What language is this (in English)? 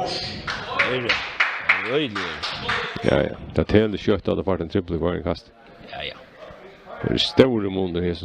Faroese